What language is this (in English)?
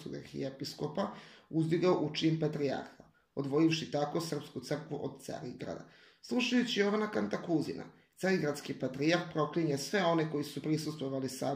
Serbian